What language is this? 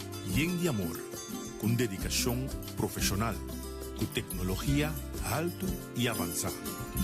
Papiamento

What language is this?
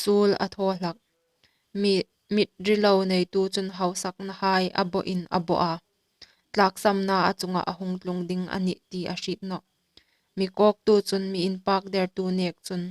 Hmar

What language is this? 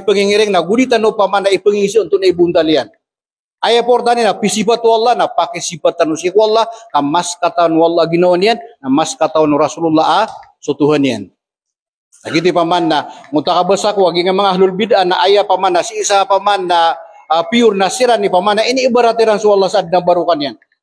Maranao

